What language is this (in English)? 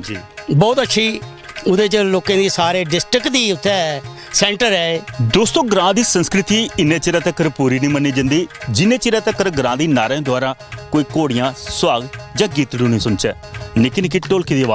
Dogri